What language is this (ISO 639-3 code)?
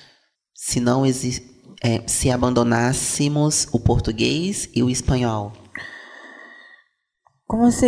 por